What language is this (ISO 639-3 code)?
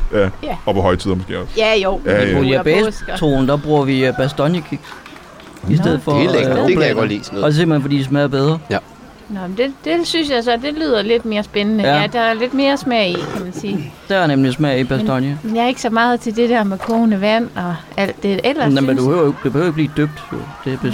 dan